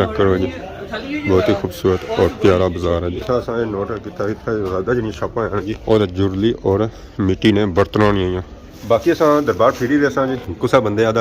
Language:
Pahari-Potwari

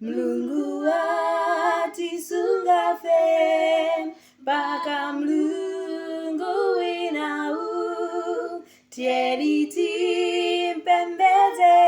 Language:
Nyanja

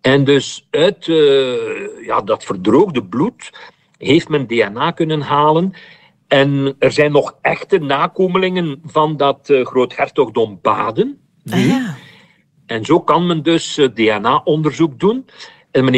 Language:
Dutch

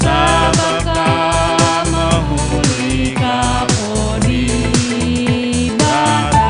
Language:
Batak Karo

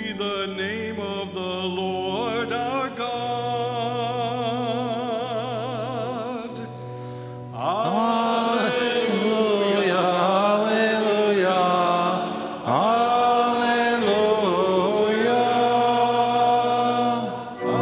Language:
English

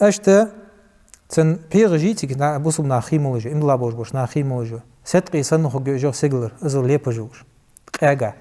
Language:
Ingush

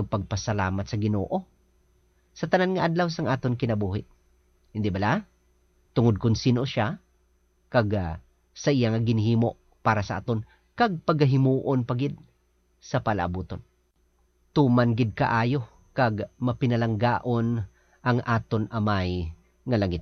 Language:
Hiligaynon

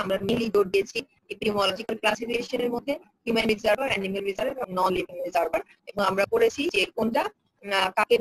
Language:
Bangla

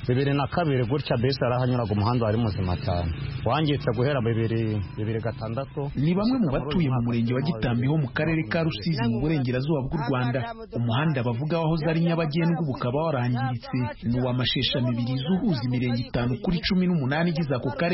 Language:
Kinyarwanda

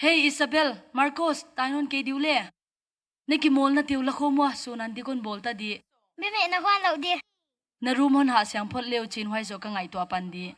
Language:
Paite Chin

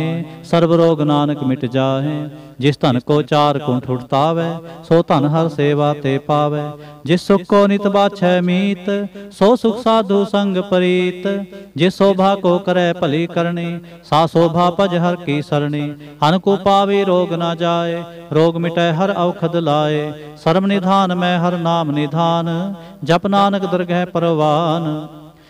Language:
Punjabi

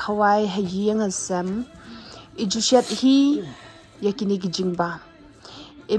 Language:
Khasi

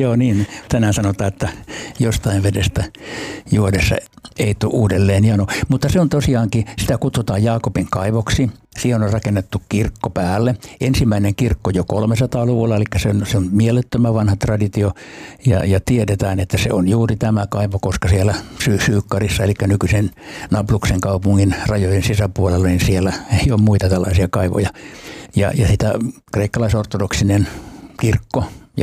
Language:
Finnish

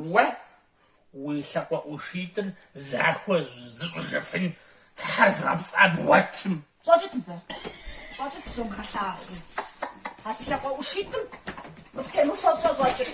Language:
Kabardian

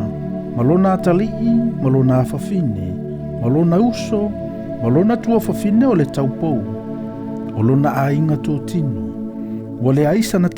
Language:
Samoan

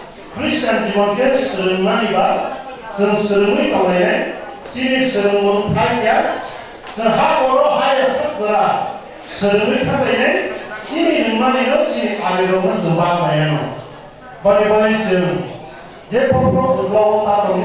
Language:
Kok Borok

